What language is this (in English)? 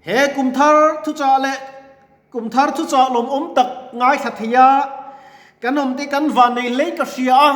Mizo